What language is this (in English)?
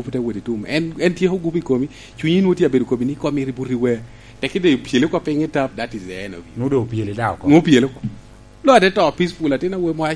Lango (Uganda)